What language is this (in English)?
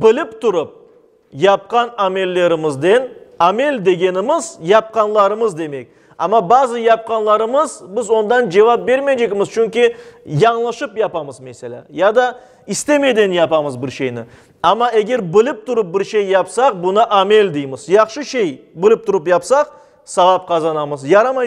Crimean Tatar